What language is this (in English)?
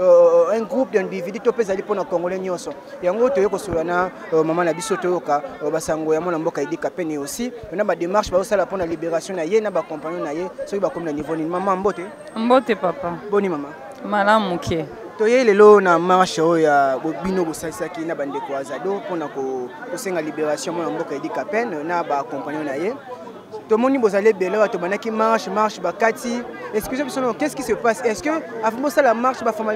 Lingala